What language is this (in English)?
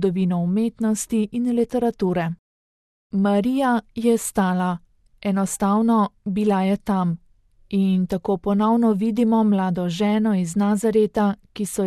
Slovenian